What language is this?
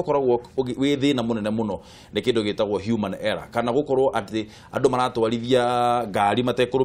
Kikuyu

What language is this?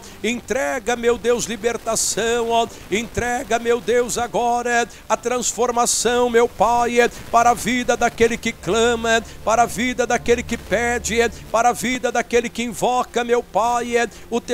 Portuguese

